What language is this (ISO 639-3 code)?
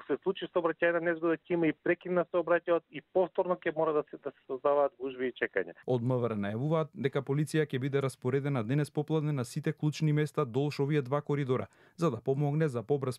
mkd